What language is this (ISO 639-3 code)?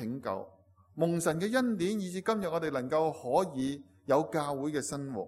yue